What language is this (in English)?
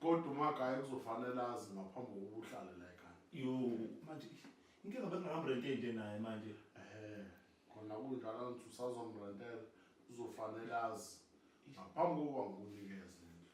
Zulu